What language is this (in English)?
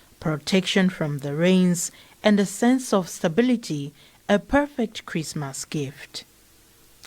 English